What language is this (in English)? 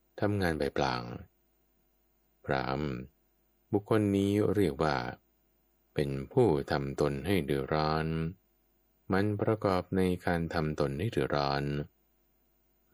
Thai